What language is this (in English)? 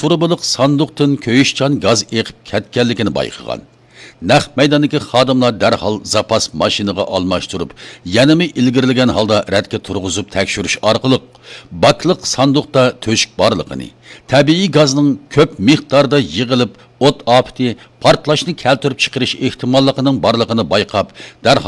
Uyghur